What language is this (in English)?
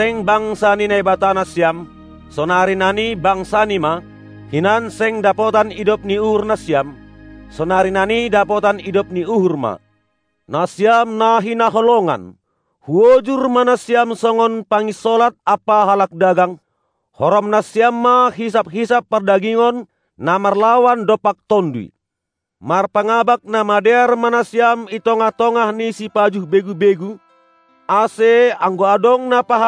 Batak Simalungun